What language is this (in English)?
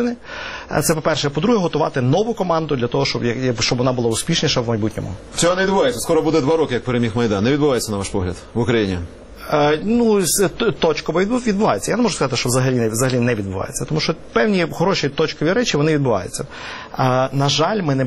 Ukrainian